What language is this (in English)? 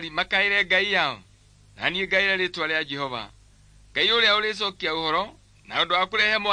Kikuyu